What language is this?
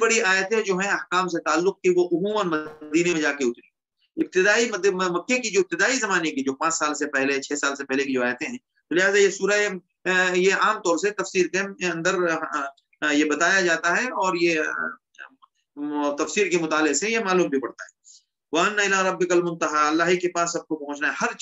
Urdu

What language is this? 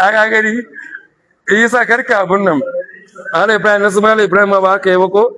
Hausa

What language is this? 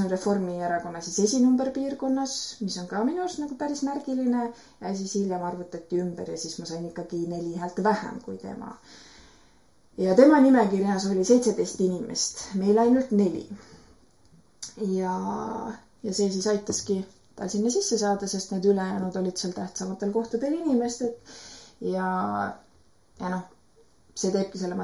Estonian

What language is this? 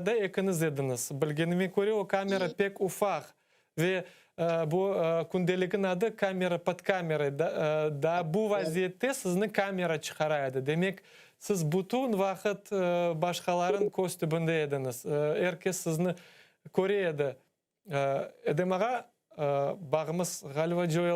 Crimean Tatar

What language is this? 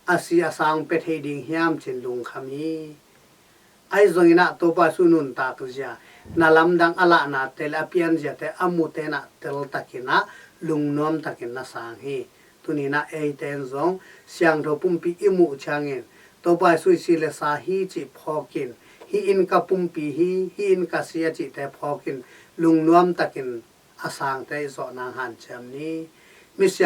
Tedim Chin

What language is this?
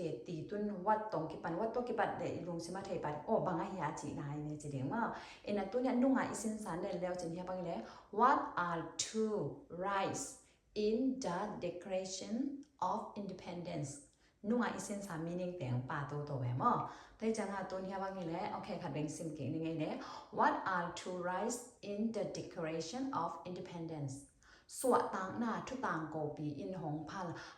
Tedim Chin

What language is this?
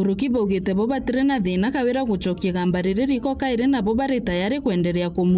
Meru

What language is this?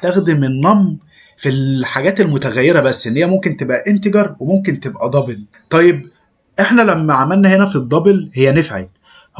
Egyptian Arabic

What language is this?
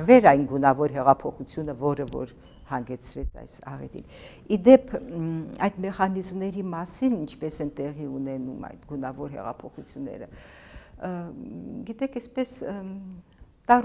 Armenian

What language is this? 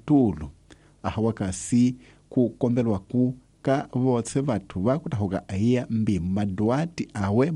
Tsonga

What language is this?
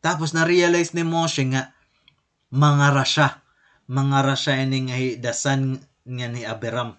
Waray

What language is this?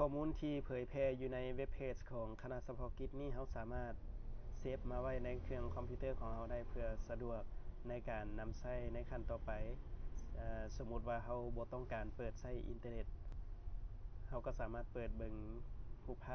Lao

